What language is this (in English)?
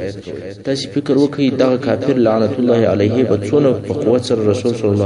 Pashto